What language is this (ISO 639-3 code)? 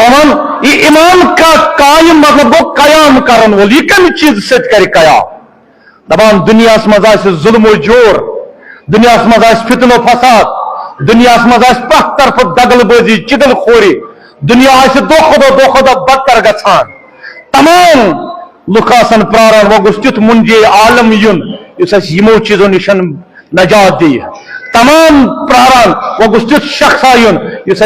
kas